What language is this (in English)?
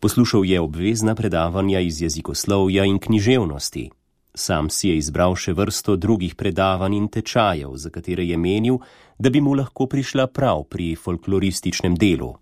Slovenian